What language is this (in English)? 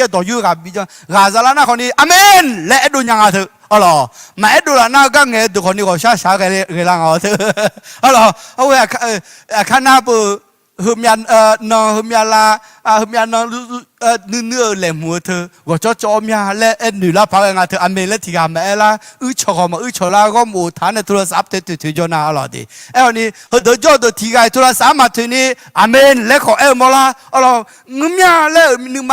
Akha